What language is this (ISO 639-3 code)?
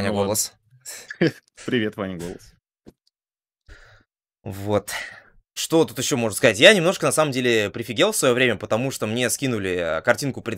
rus